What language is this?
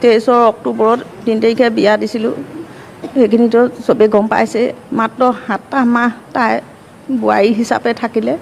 Assamese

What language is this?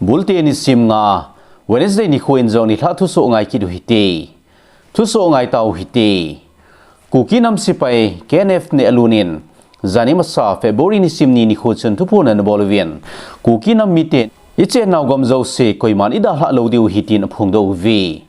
Thado Chin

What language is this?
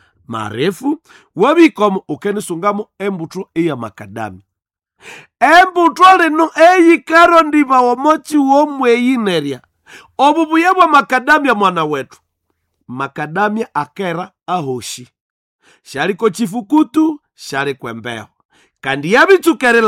Nande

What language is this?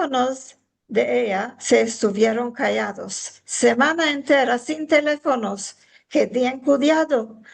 Ladino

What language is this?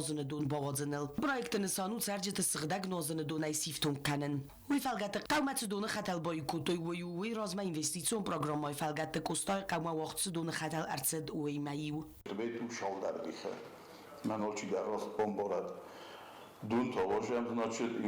Ossetic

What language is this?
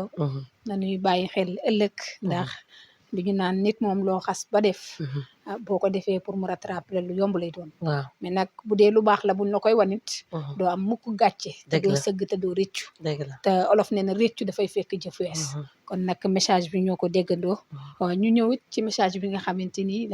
Wolof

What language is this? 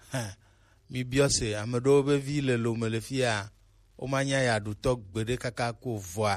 Gen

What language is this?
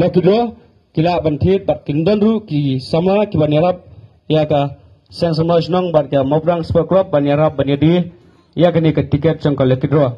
Khasi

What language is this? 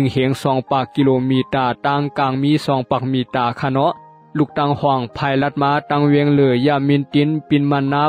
Shan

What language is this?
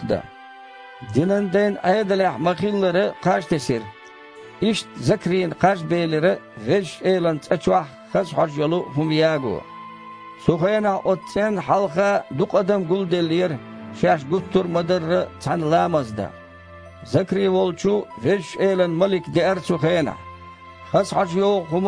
Chechen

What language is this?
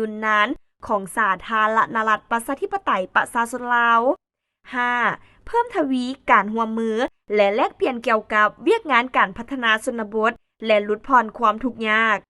Lao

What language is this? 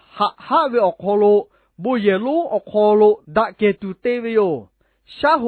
Lahu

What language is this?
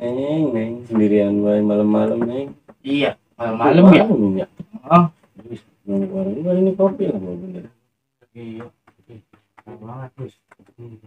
Betawi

